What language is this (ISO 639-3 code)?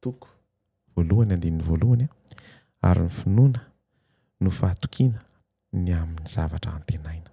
mlg